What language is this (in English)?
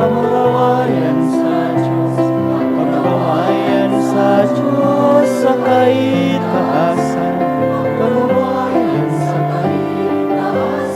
Bikol